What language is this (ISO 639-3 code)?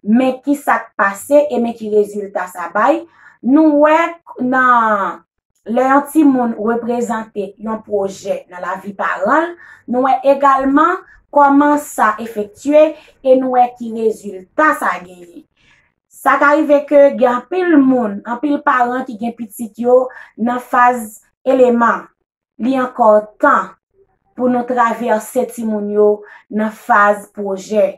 hat